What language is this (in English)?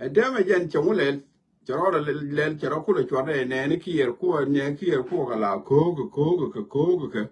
Nuer